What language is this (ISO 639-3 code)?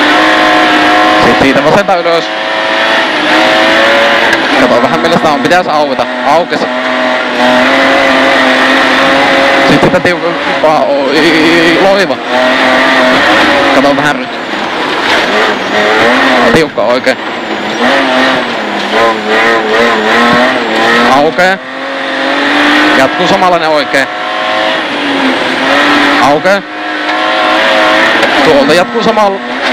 fin